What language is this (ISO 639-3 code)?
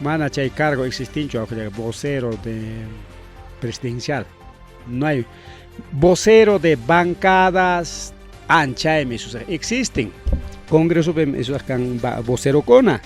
quy